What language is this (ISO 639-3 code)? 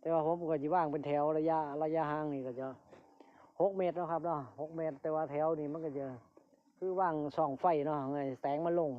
lao